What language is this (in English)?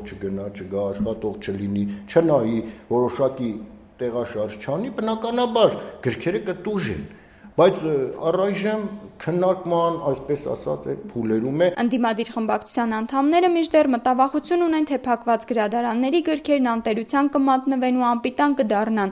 Armenian